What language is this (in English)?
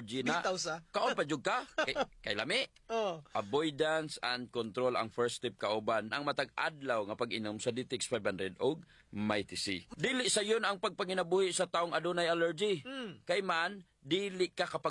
Cebuano